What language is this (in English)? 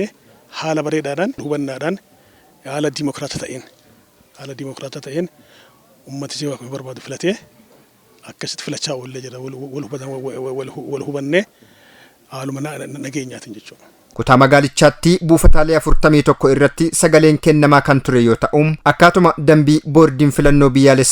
Oromo